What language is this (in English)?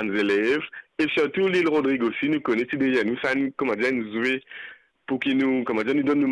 Morisyen